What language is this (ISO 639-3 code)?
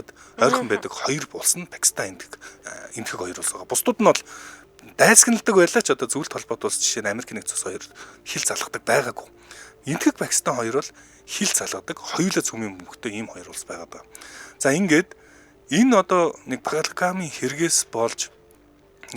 mon